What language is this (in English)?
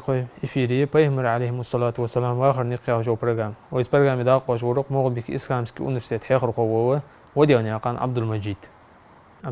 Ingush